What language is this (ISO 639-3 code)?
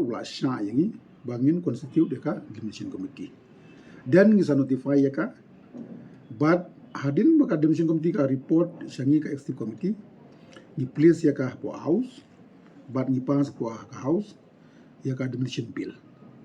kha